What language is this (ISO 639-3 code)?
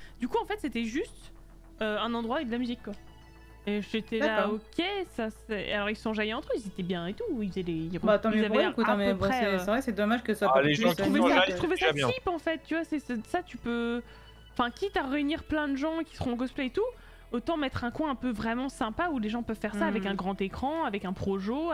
fra